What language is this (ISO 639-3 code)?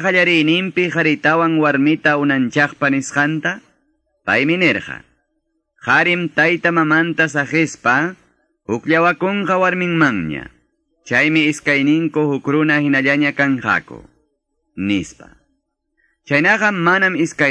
que